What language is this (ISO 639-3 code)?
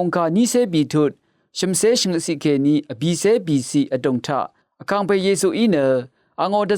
raw